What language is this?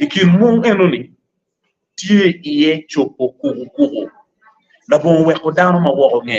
Acoli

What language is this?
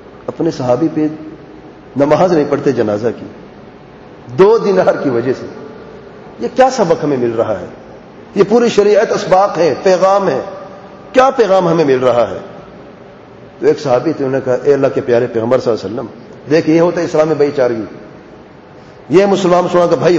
Urdu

